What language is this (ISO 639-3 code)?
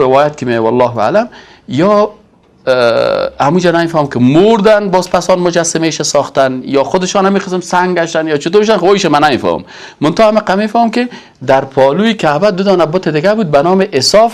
fas